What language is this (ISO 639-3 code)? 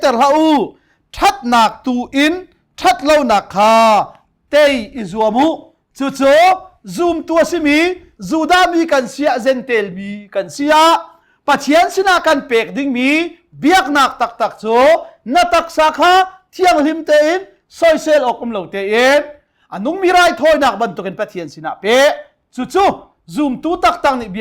cnh